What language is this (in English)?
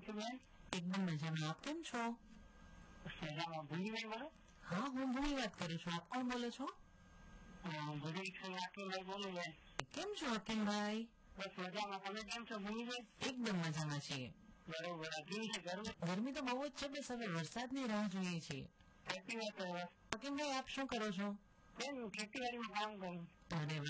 Gujarati